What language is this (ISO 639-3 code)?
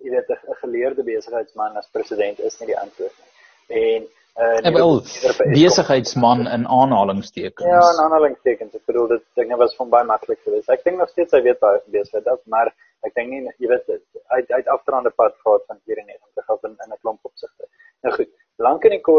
afr